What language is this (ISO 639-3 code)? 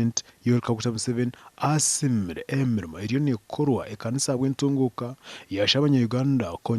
nyn